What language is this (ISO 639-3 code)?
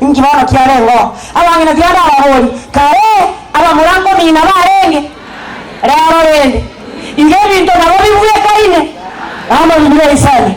guz